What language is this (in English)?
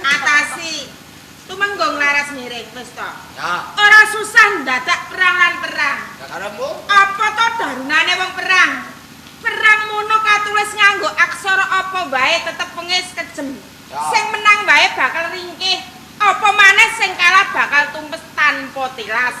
Javanese